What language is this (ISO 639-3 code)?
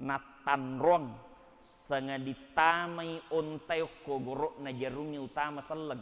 bug